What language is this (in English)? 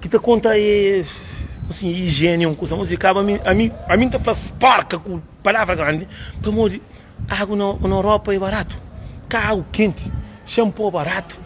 Kabuverdianu